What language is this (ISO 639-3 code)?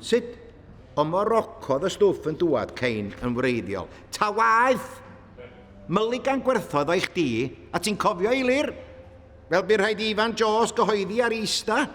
cym